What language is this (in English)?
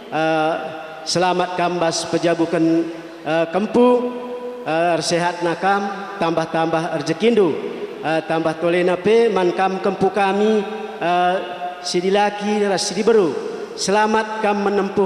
Batak Karo